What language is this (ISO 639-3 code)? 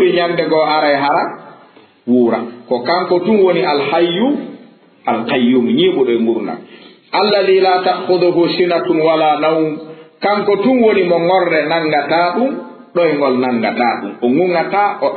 ful